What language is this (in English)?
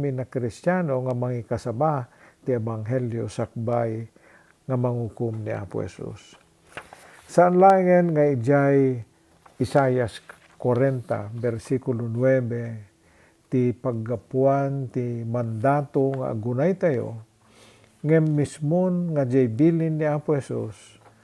Iloko